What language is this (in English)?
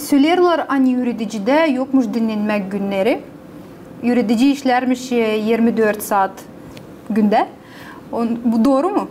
Gagauz